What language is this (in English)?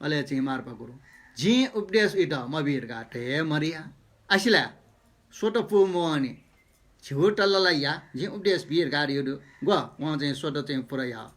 Newari